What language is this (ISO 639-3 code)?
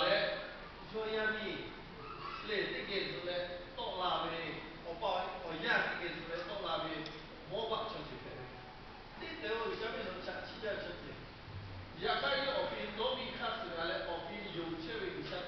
lhu